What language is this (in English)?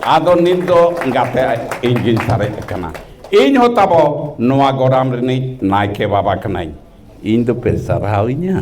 Santali